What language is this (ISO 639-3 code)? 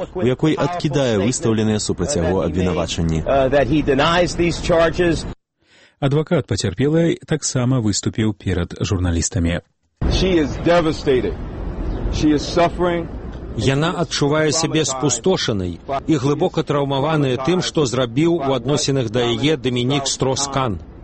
bel